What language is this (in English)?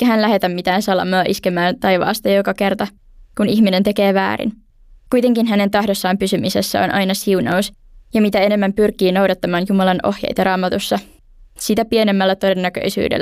Finnish